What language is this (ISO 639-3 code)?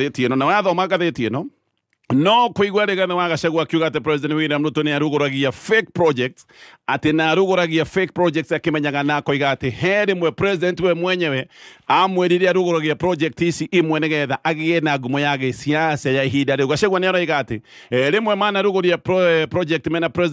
kik